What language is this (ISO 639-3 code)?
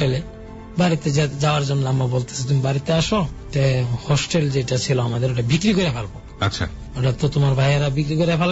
ben